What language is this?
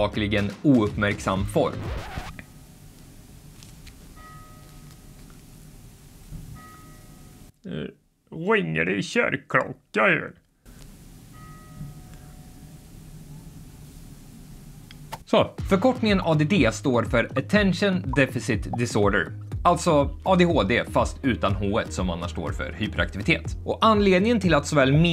Swedish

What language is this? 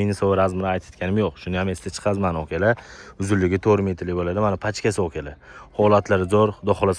Uzbek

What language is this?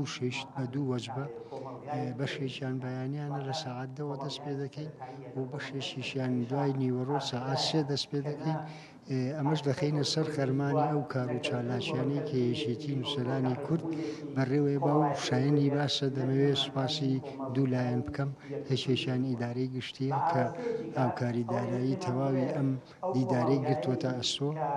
Central Kurdish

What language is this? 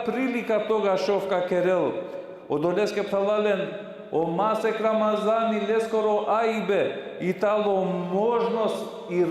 Balkan Romani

